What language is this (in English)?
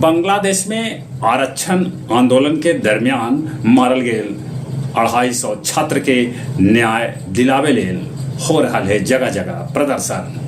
Magahi